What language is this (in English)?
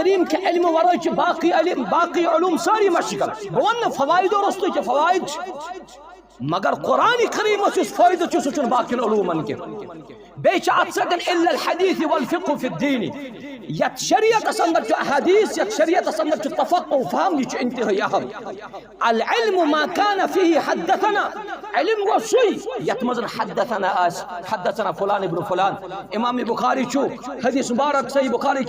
Kashmiri